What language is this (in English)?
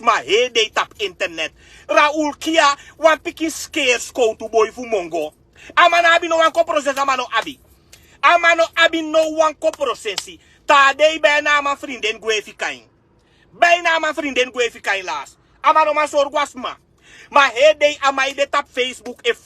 Sranan Tongo